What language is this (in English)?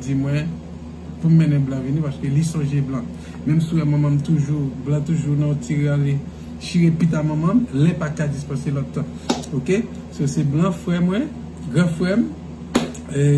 Haitian Creole